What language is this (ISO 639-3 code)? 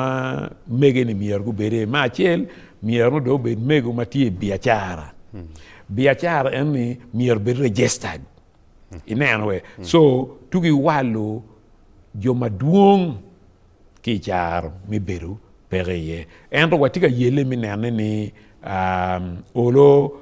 ach